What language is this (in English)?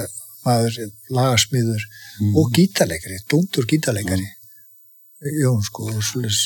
Icelandic